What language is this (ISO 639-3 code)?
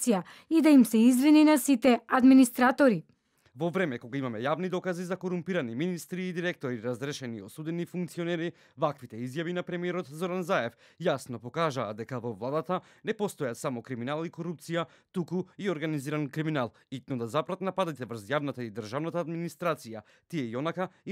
mkd